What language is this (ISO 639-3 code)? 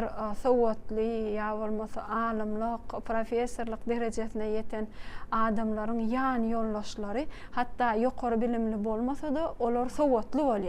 tuk